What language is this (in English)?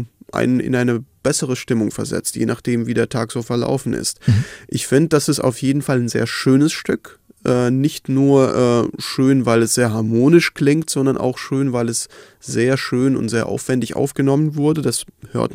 German